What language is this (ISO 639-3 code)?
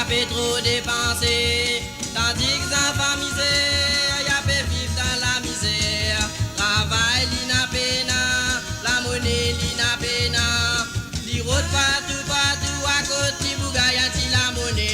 mfe